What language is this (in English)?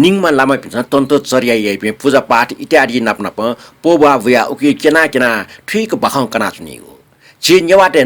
Newari